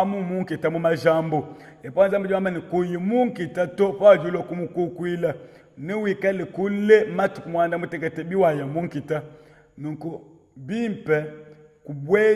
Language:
Luba-Lulua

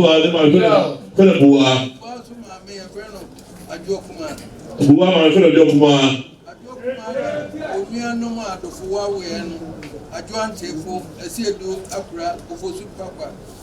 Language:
Akan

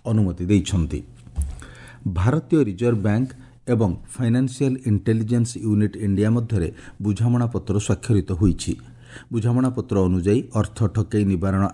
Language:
Odia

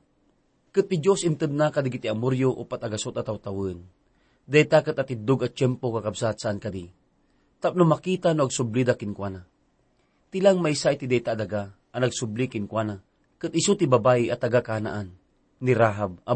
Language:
Iloko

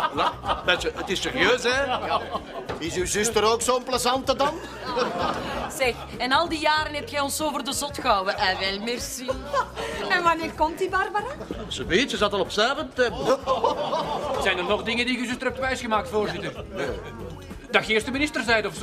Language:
Dutch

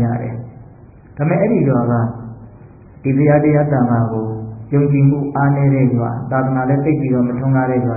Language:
Burmese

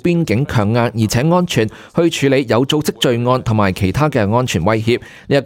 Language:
Cantonese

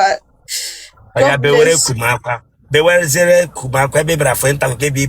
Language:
Igbo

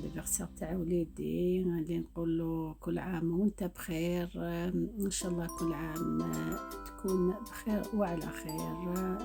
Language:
Algerian Arabic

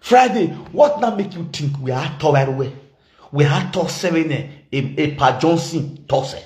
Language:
Nigerian Pidgin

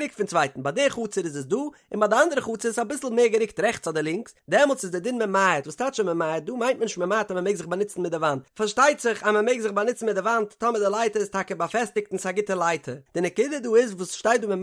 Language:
Yiddish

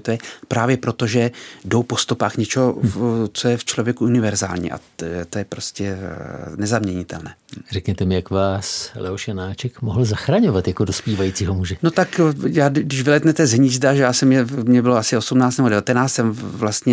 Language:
Czech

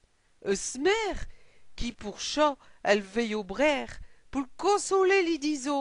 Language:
Picard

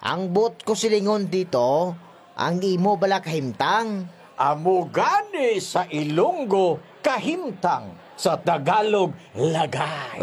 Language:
Hiligaynon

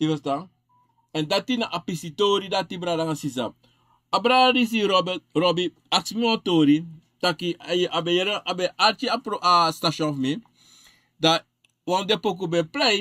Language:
Sranan Tongo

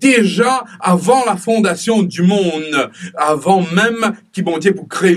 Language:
Morisyen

